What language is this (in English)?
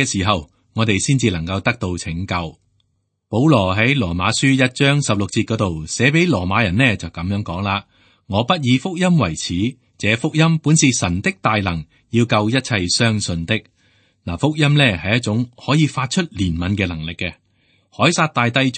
Cantonese